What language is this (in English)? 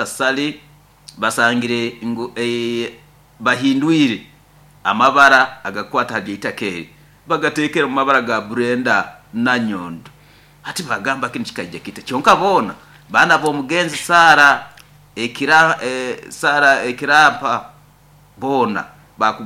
Nyoro